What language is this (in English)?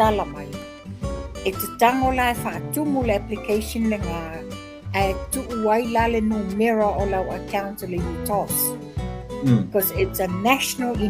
Samoan